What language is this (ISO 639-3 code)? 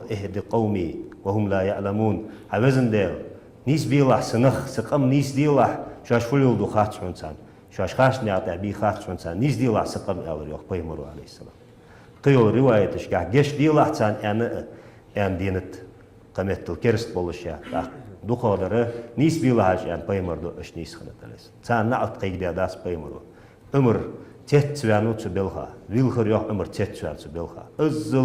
inh